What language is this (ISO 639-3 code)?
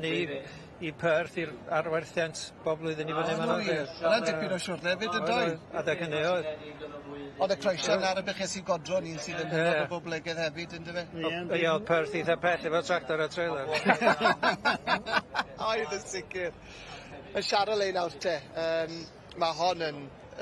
cym